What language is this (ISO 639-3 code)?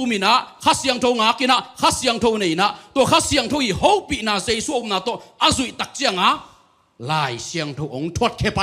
ctd